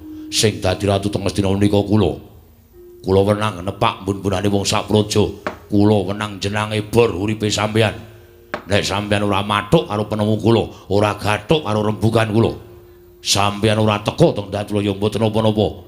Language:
Javanese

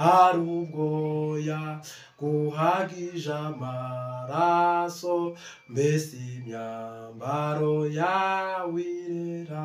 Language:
Kinyarwanda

